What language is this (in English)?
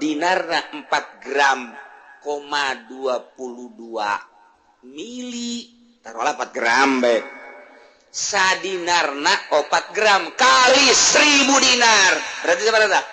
Sundanese